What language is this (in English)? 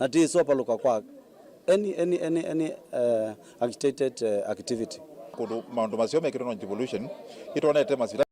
Kamba